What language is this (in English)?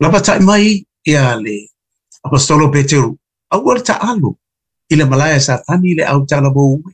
Samoan